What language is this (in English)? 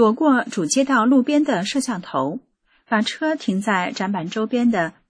Chinese